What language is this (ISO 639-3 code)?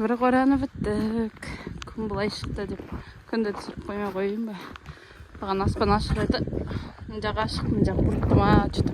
kaz